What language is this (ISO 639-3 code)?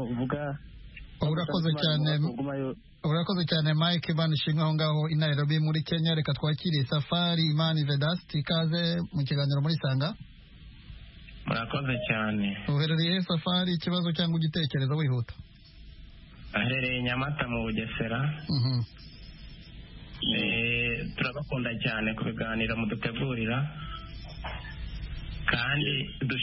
kin